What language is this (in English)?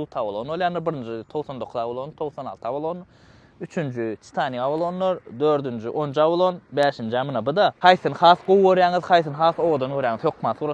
Turkmen